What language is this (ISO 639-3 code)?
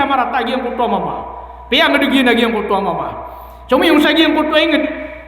mrw